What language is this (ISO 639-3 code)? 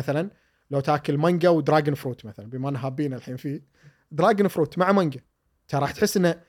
afb